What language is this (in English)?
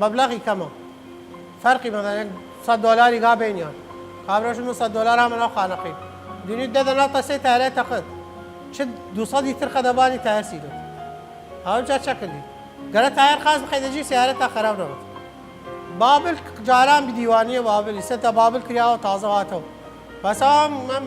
Southern Kurdish